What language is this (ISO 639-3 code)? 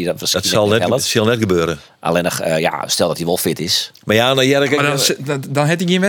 fry